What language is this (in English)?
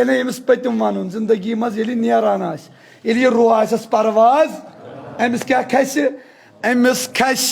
Kashmiri